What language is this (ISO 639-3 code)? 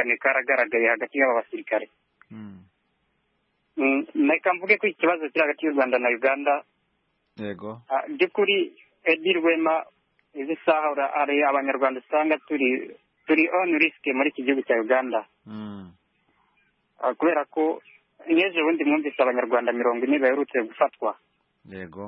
kin